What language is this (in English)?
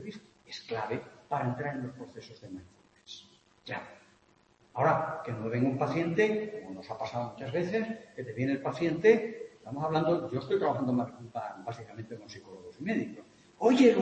Spanish